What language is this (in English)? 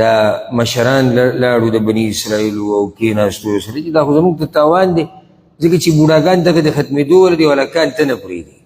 Pashto